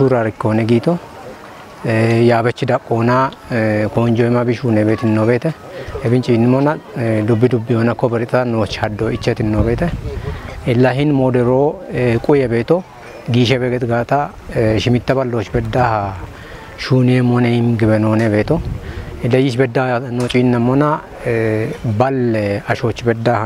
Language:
Kafa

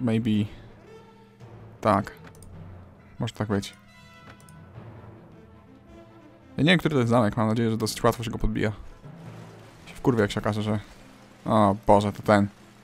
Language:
Polish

